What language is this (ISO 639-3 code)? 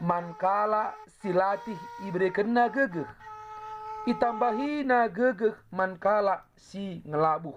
btx